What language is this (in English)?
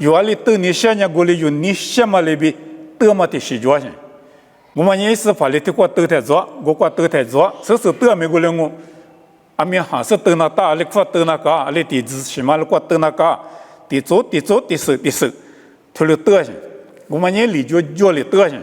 Lisu